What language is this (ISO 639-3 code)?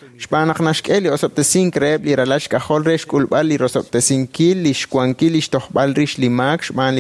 kek